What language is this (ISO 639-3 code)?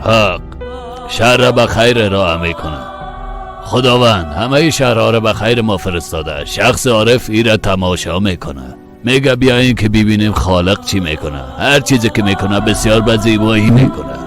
fas